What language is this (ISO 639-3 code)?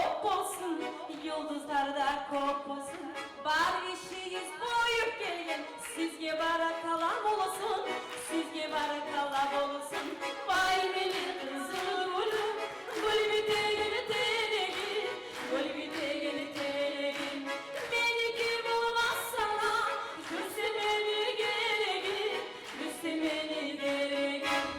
kum